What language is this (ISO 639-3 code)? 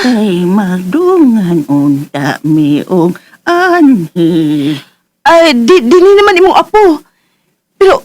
ceb